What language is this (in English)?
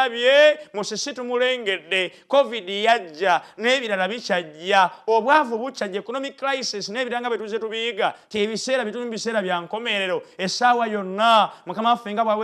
Ganda